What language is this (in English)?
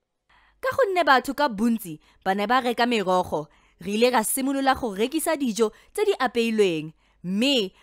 Tswana